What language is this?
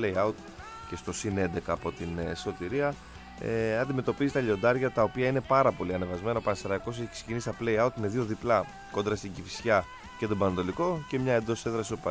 Greek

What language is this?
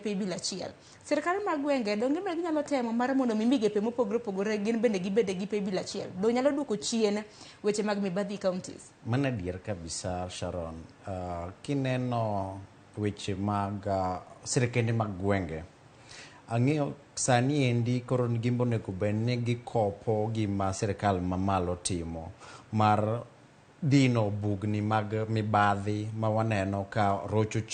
Luo (Kenya and Tanzania)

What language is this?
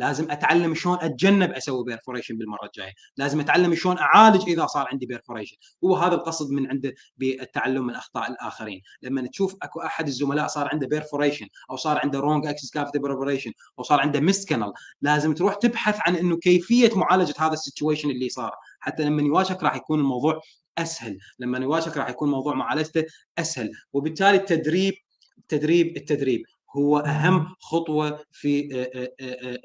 Mesopotamian Arabic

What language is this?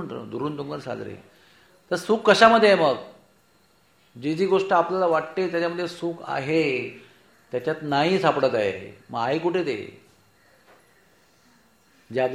Marathi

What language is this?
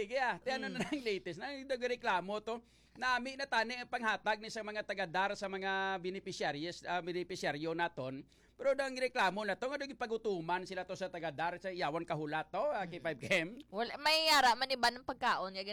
Hiligaynon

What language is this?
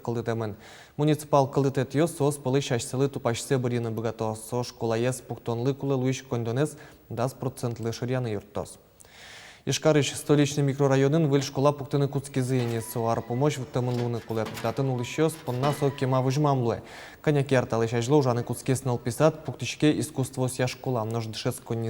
Udmurt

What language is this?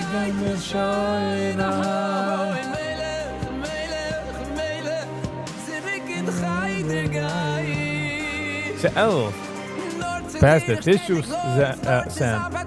Yiddish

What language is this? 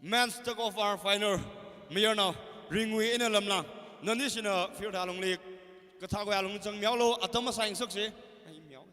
Tangkhul Naga (India)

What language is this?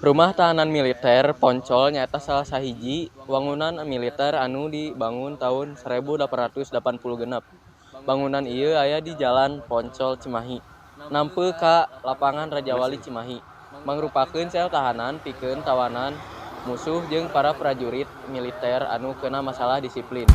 Sundanese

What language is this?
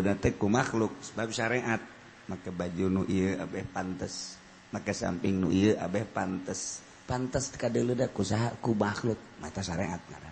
Sundanese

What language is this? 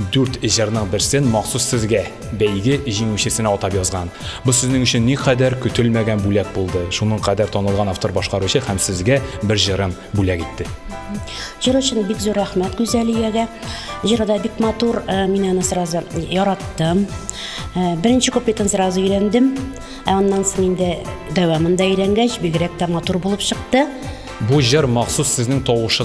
Tatar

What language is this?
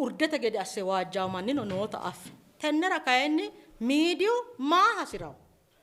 Sidamo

